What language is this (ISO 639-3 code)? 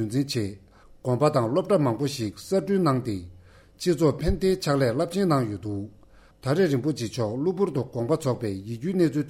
bod